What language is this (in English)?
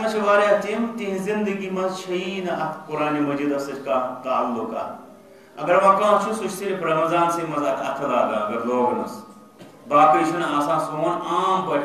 Kashmiri